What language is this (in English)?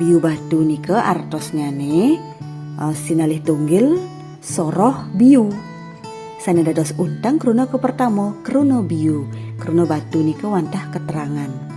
Balinese